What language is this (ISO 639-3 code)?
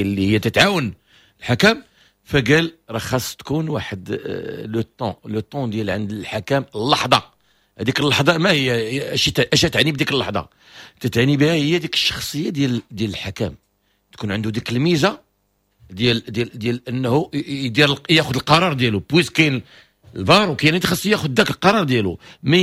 ary